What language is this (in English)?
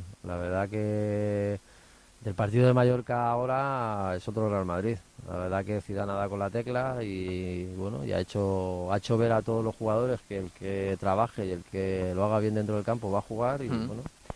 Spanish